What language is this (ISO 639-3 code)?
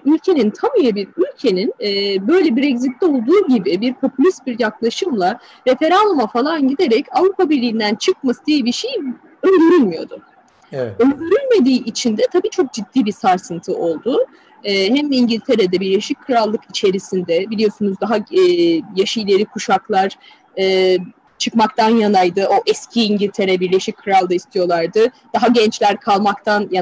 tur